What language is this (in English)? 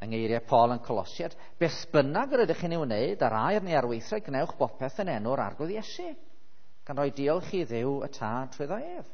Welsh